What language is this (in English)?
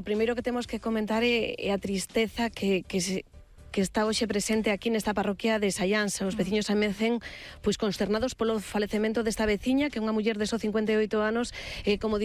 Galician